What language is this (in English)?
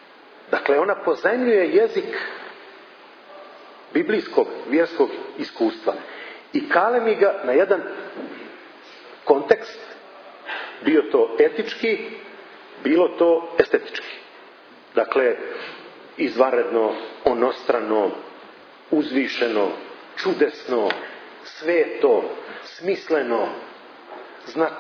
Serbian